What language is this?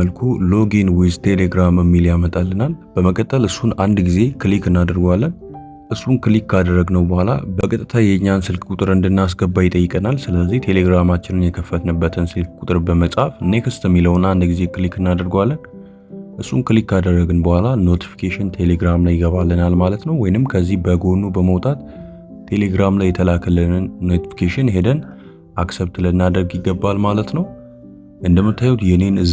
Amharic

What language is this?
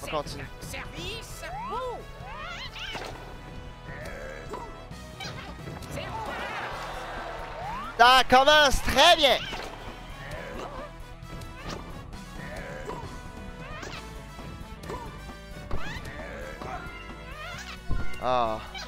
French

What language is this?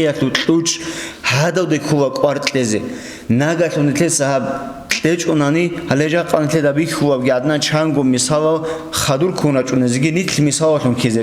Avaric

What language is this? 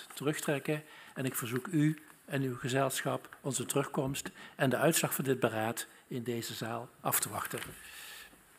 Dutch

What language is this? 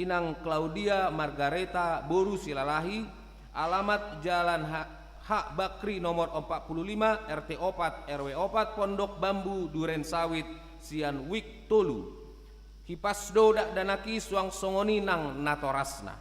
Batak Toba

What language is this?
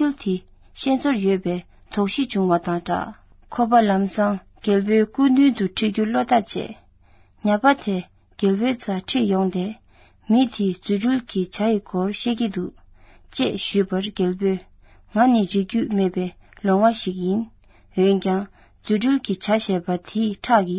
Tibetan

